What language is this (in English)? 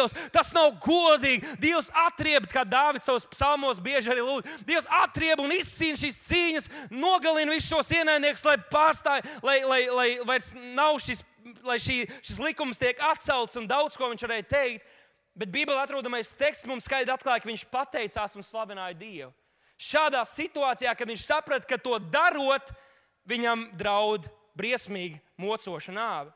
Latvian